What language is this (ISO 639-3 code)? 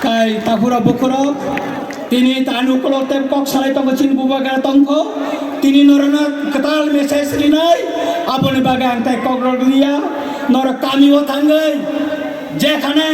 trp